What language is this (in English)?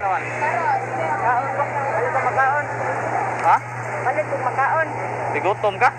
Cebuano